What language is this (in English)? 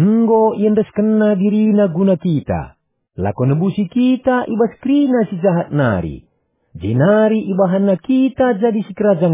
Batak Karo